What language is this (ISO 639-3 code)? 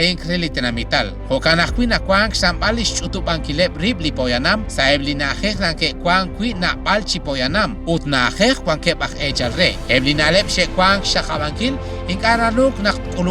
kek